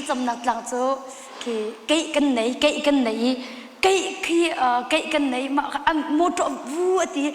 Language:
Hakha Chin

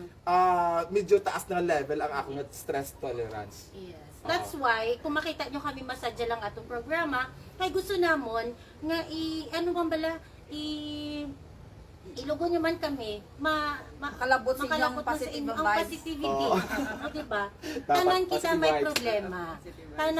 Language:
Hiligaynon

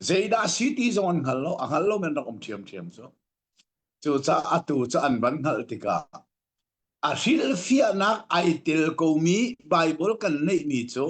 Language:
Hakha Chin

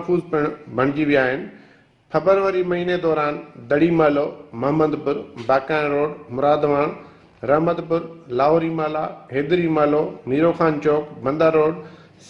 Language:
Sindhi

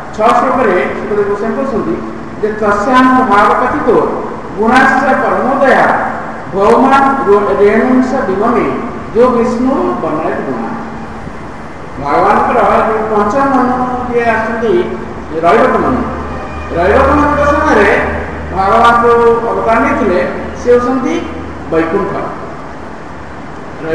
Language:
Odia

